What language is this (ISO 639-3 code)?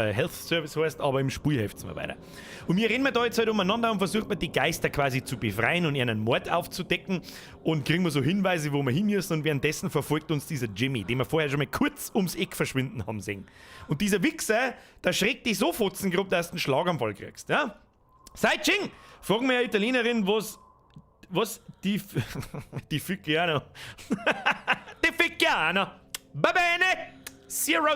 bar